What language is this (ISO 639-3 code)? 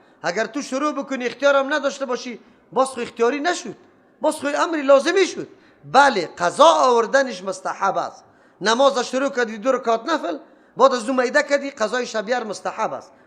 fas